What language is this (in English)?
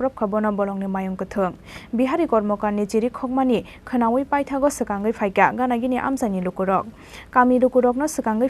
Kok Borok